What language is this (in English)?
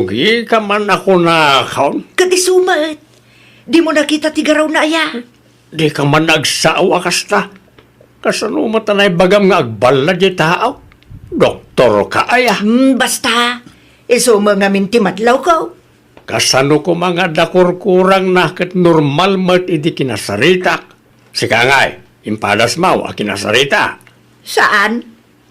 Iloko